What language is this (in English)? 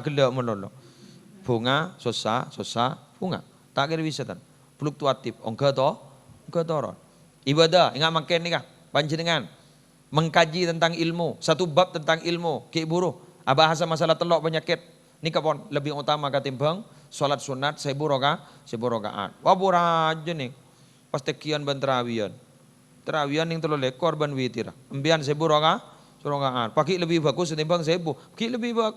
Madurese